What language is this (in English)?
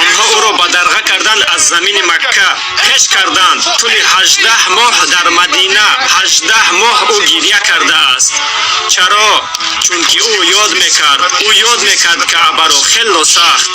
Tajik